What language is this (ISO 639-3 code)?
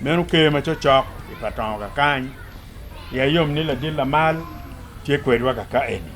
ach